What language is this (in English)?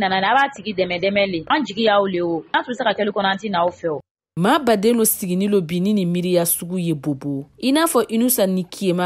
Bambara